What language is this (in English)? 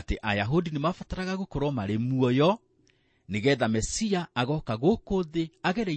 Kikuyu